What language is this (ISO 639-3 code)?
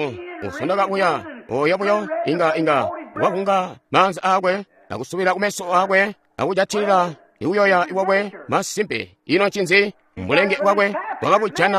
toi